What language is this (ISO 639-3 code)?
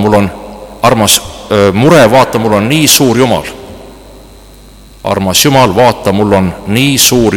est